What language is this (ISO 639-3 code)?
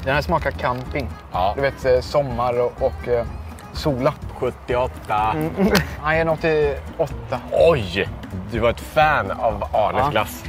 swe